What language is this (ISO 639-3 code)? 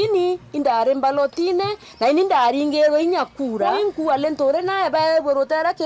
mer